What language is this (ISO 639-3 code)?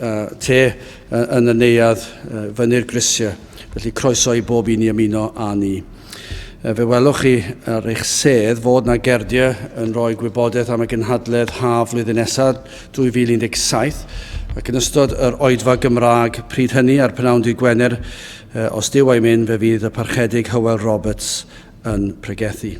cym